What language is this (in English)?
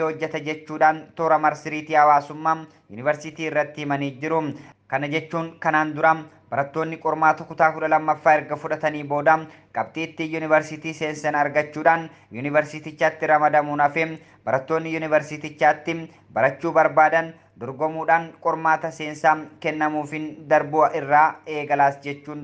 Oromo